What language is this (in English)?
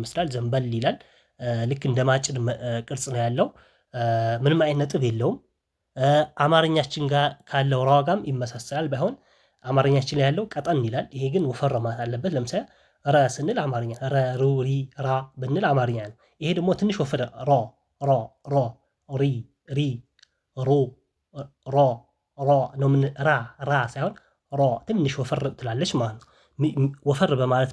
Amharic